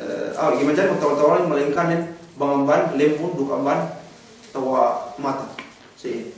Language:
Yakan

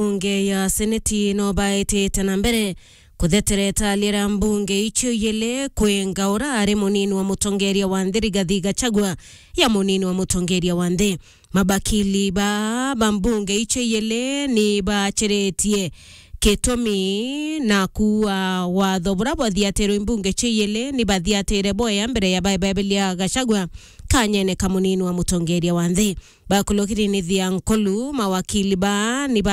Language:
Meru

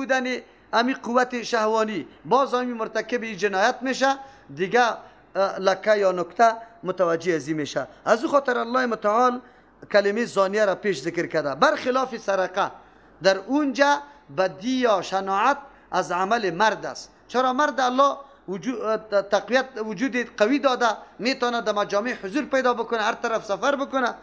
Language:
Persian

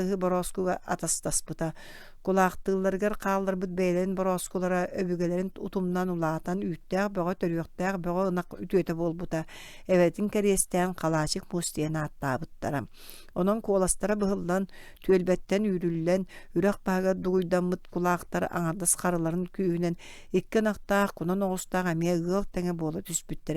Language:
Yakut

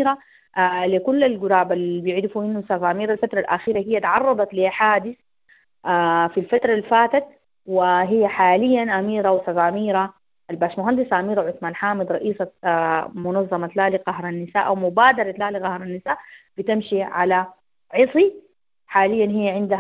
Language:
Sudanese Arabic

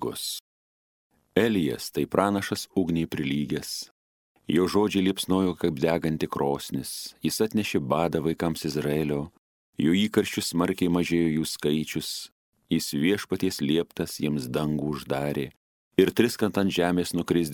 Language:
Lithuanian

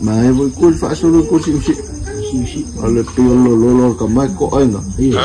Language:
Samoan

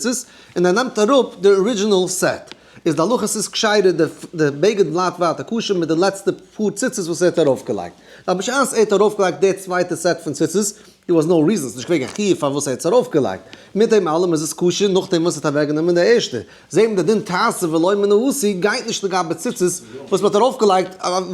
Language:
Yiddish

